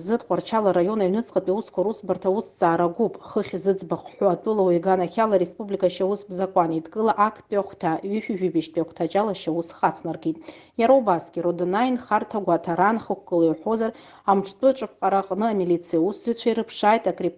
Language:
Abkhazian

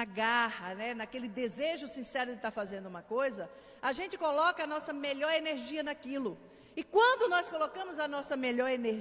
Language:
Portuguese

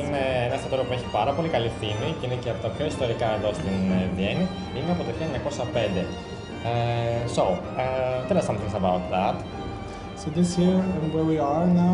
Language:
Greek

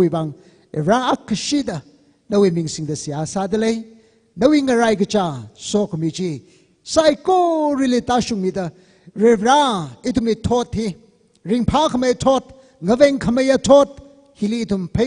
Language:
Tangkhul Naga (India)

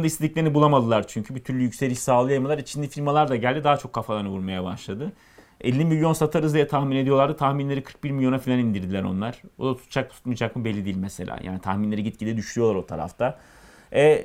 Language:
Turkish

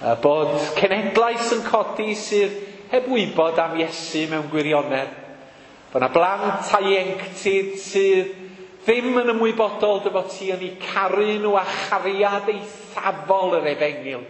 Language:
Welsh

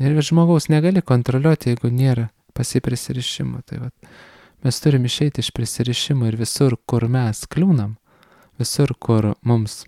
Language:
Lithuanian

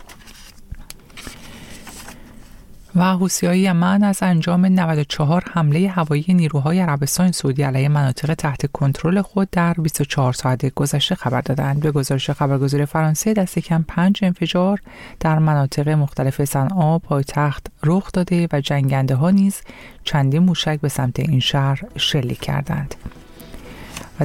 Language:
Persian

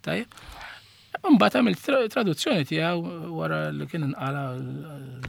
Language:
Maltese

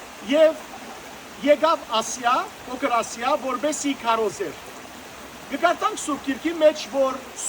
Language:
Western Armenian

